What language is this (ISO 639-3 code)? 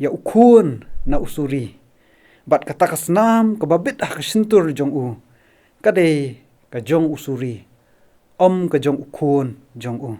kha